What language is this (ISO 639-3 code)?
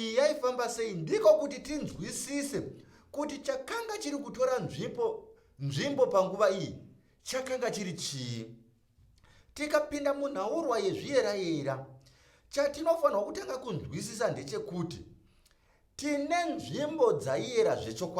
sna